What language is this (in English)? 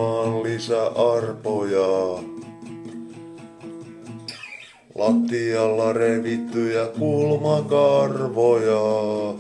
Finnish